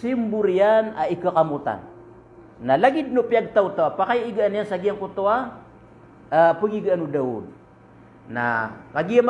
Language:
Maranao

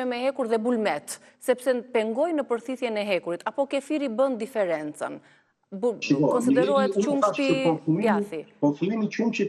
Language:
Albanian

